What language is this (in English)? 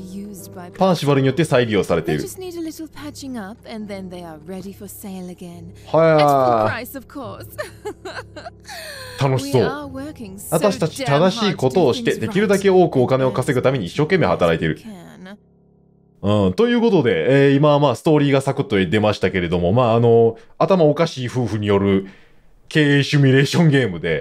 Japanese